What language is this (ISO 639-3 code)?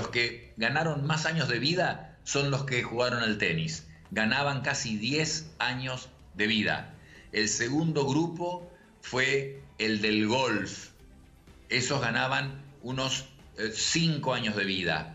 spa